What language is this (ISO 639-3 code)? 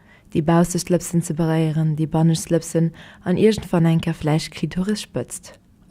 ltz